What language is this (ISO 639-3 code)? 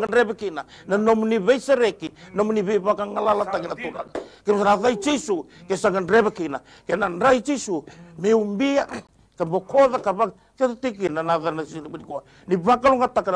fij